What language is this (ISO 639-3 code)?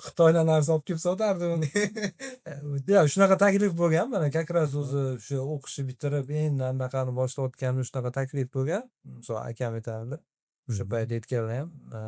uzb